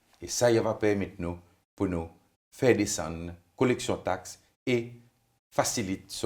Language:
Seselwa Creole French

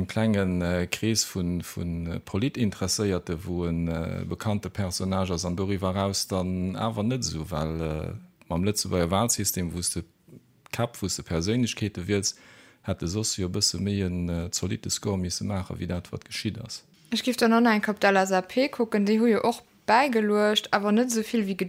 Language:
Luxembourgish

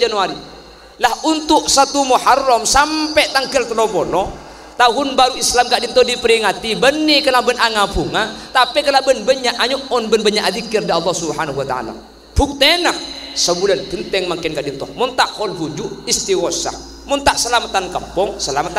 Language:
Madurese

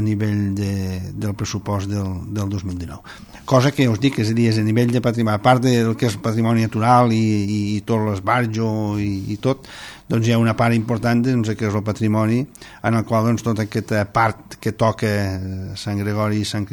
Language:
Catalan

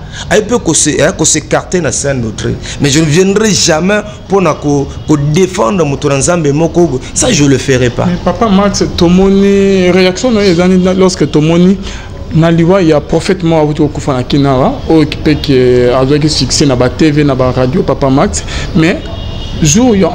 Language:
Lingala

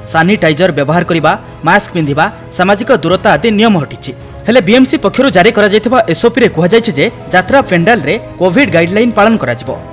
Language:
Odia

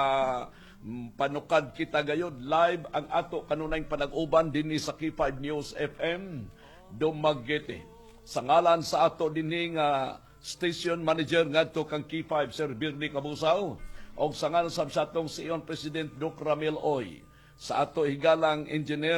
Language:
Cebuano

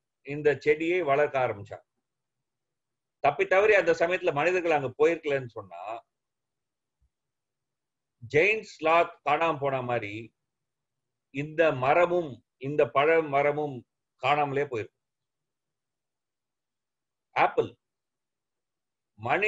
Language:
Tamil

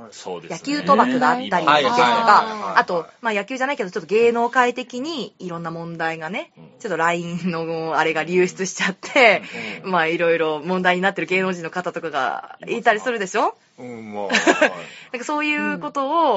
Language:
Japanese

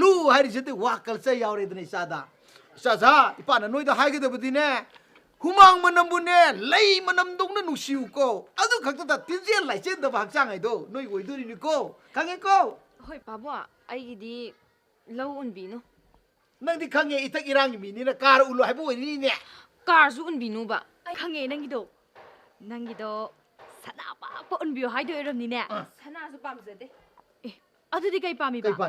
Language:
Manipuri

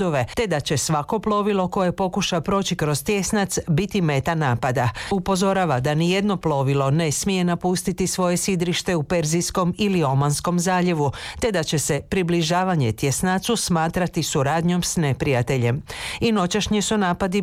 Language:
Croatian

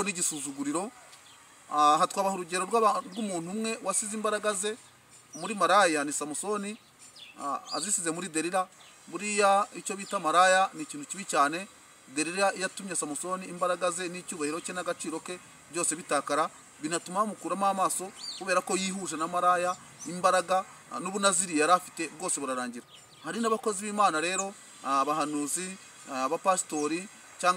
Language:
Kinyarwanda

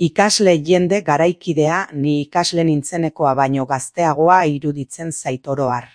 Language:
Basque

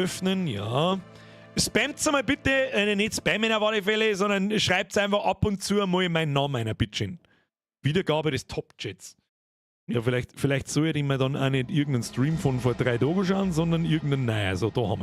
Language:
Bavarian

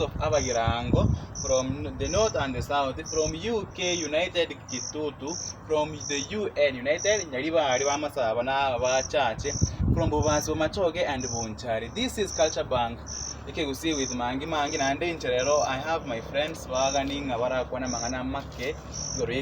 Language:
Gusii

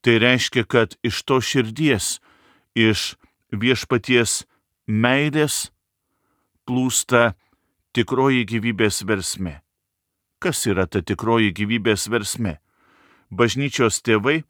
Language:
Lithuanian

